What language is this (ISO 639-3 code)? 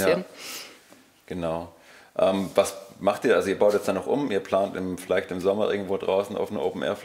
deu